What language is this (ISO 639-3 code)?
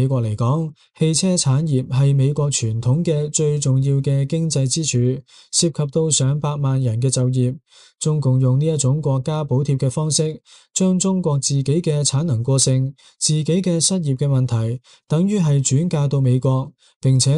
yue